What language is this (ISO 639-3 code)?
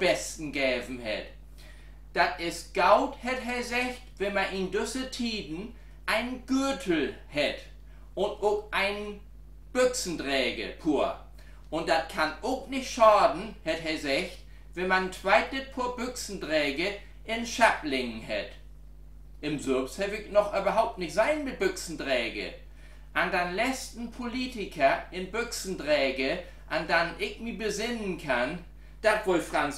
nds